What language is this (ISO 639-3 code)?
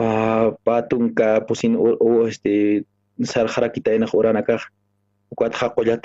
aym